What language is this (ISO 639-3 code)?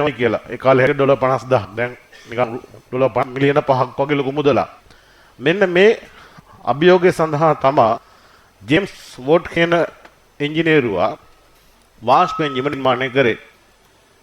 sin